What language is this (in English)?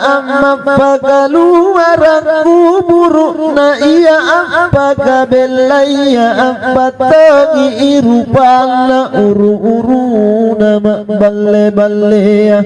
Makasar